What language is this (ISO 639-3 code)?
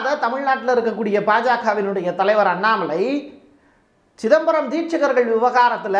tam